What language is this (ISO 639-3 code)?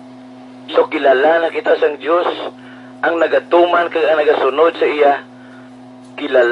hil